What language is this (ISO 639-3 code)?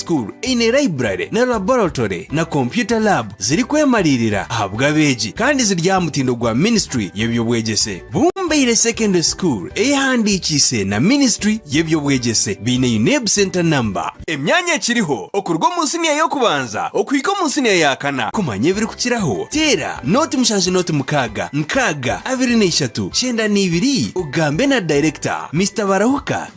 nyn